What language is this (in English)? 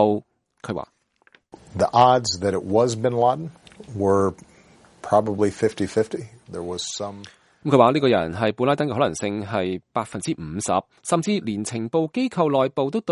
Cantonese